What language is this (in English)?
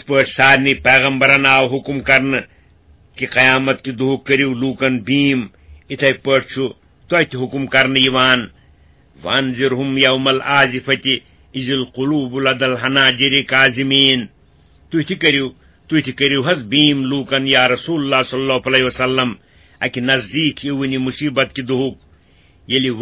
Kashmiri